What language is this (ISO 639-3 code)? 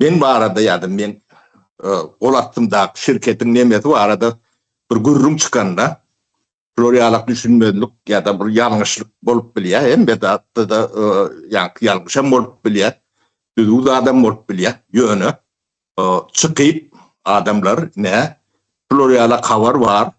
tuk